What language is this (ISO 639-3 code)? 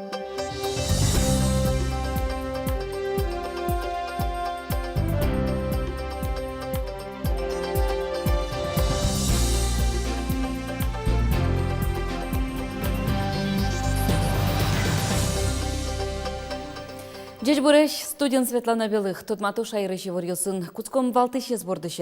udm